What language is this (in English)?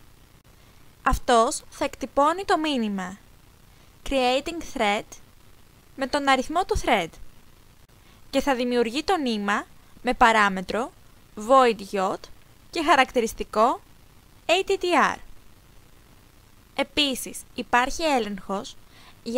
Greek